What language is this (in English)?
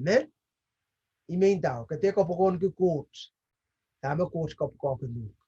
Pohnpeian